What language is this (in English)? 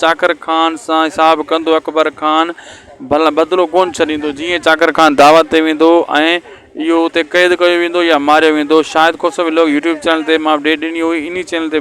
Sindhi